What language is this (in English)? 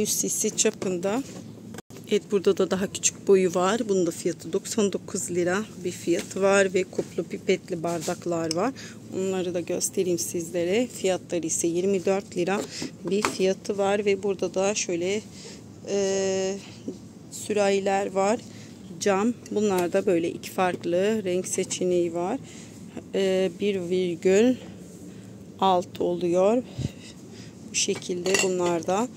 Turkish